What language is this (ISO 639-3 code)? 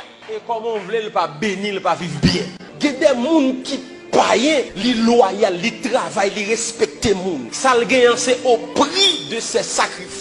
hat